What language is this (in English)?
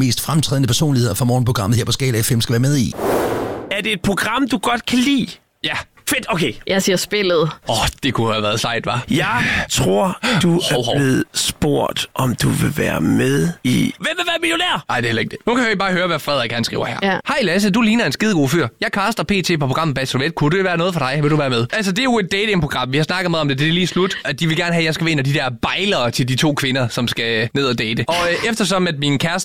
Danish